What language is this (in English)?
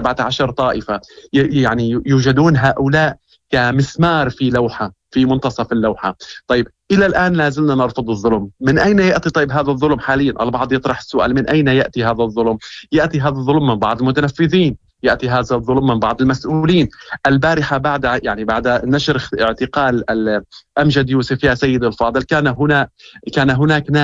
Moroccan Arabic